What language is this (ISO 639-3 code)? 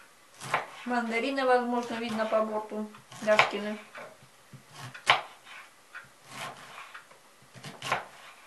rus